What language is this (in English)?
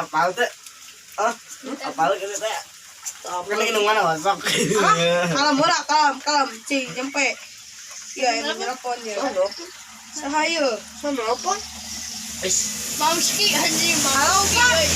Sundanese